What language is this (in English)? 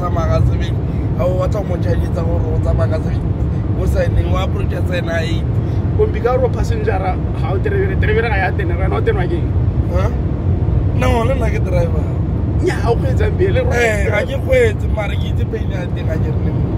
Tswana